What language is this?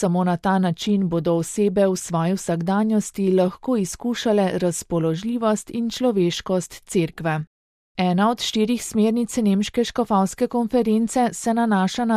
Slovenian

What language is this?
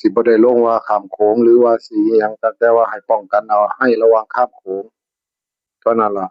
Northeastern Thai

